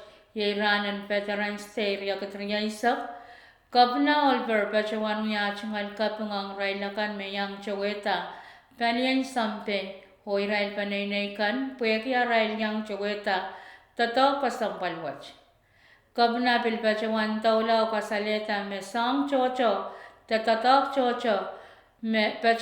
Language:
Pohnpeian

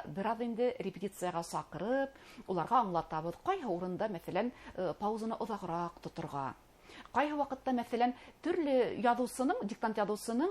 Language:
Bashkir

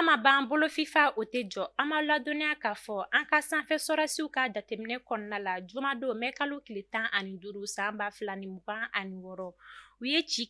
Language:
Bambara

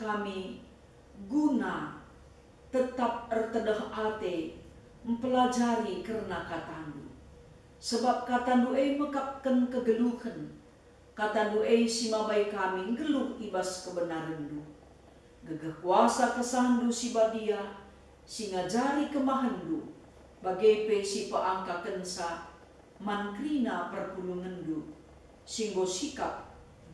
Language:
Batak Karo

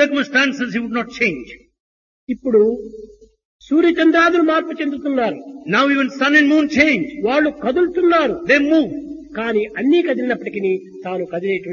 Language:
Telugu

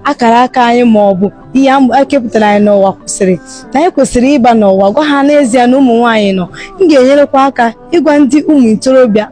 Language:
Igbo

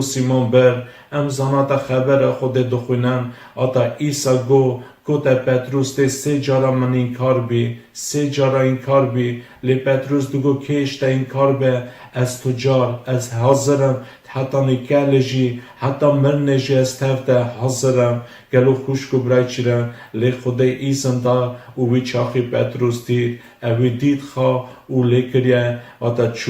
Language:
Kurdish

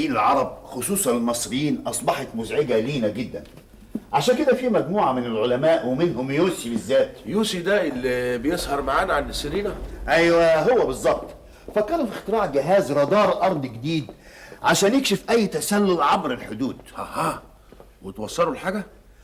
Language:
Egyptian Arabic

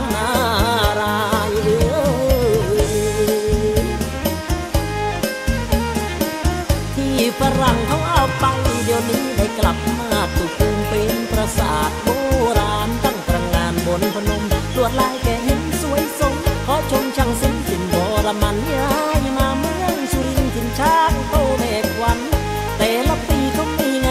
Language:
Thai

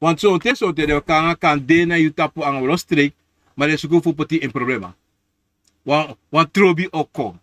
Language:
Sranan Tongo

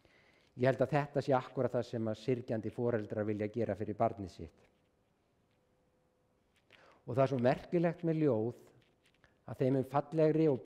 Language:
Icelandic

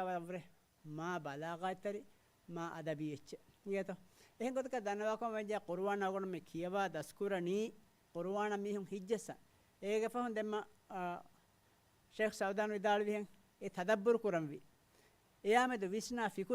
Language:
Divehi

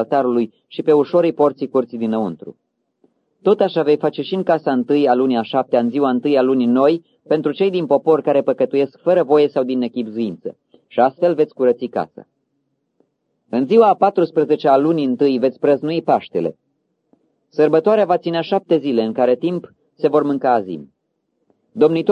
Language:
Romanian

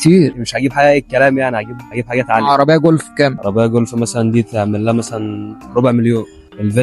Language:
Egyptian Arabic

